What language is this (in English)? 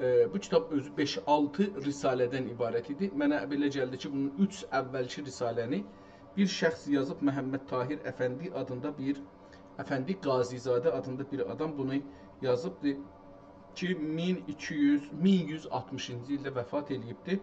South Azerbaijani